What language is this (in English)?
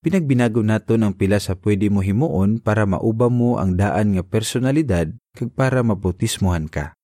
Hiligaynon